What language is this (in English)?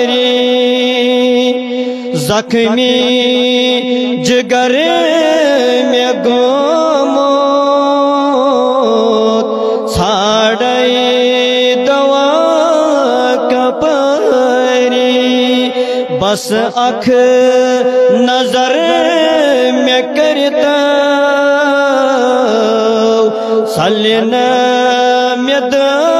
Kashmiri